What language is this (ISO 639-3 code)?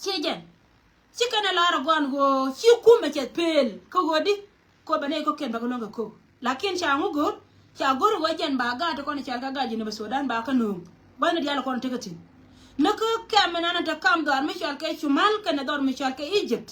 nus